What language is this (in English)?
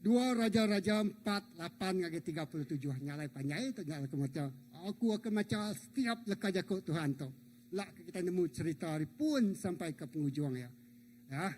Iban